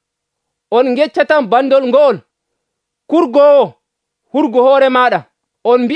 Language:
Nigerian Fulfulde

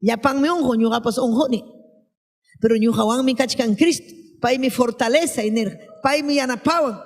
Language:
Ayacucho Quechua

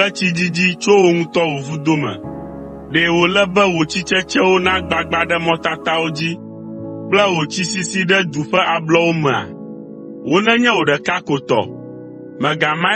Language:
Ewe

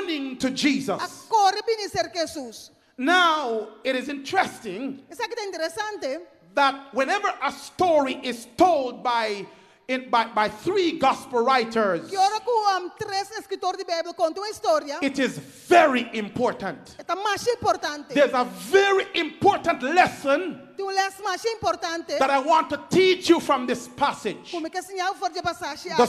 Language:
Papiamento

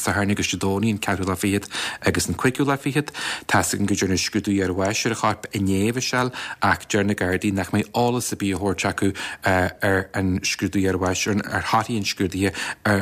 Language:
Irish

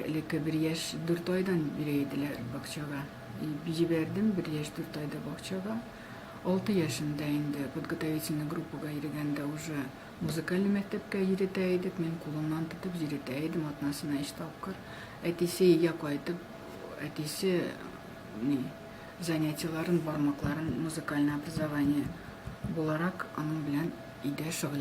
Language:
Tatar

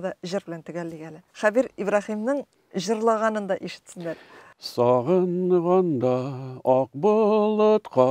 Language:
Tatar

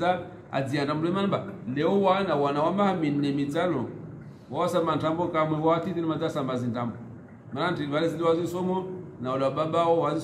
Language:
Swahili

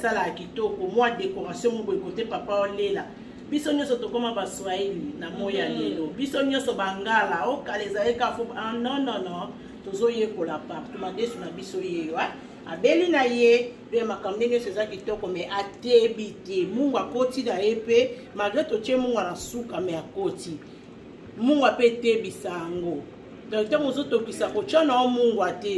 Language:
Lingala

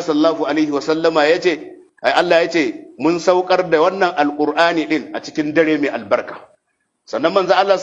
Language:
Hausa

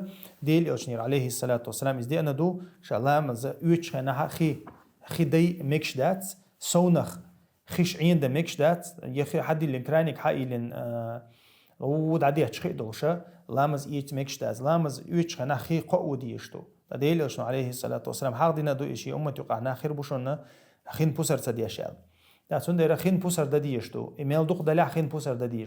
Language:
Chechen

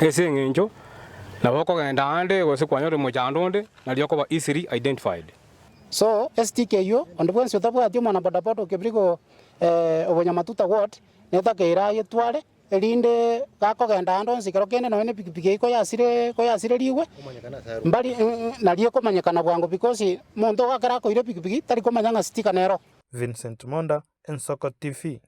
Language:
Gusii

